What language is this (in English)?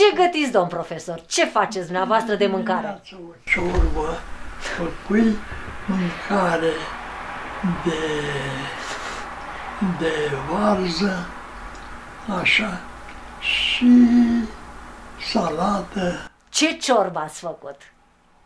Romanian